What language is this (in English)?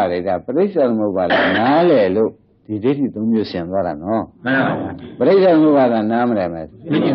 Burmese